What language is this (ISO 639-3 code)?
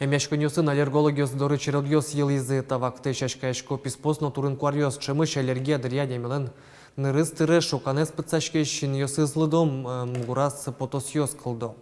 udm